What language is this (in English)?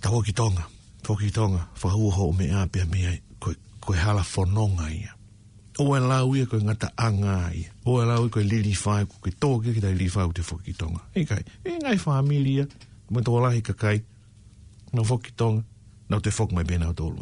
Tongan